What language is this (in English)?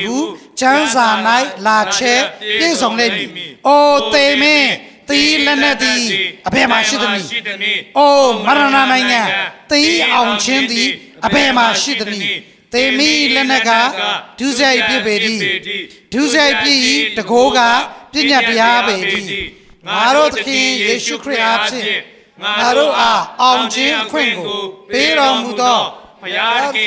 Burmese